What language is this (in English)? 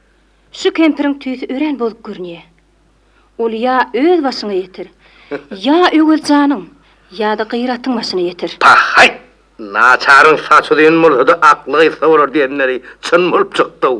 Turkmen